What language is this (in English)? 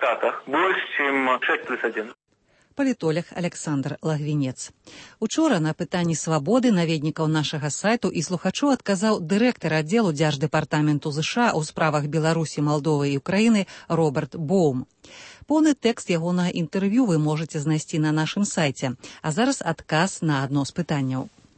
Belarusian